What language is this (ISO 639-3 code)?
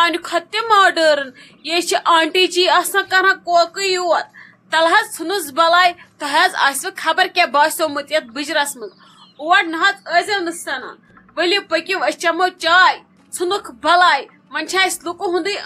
kas